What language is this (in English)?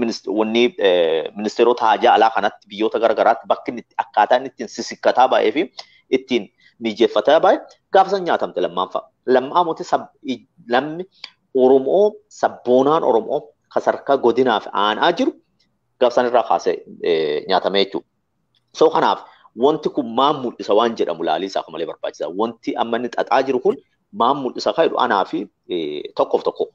Oromo